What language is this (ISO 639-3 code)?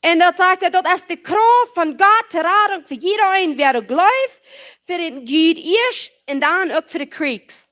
pdt